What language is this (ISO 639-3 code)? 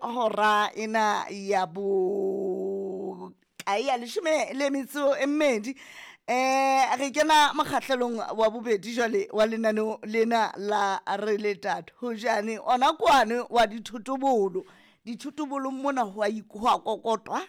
sot